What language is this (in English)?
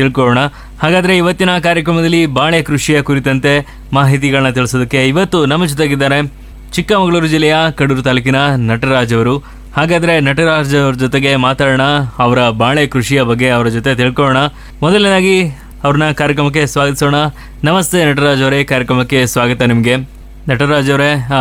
Kannada